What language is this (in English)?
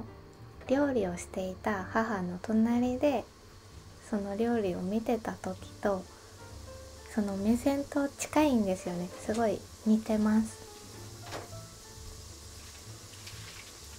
Japanese